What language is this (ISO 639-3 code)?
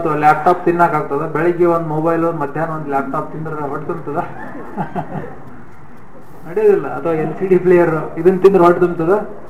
kan